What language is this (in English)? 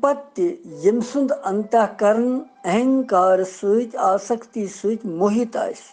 Kashmiri